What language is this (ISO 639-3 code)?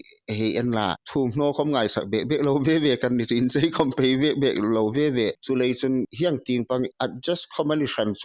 hmr